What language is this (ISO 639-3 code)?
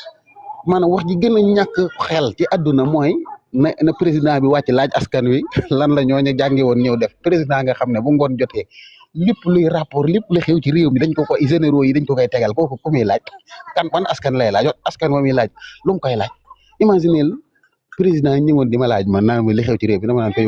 wol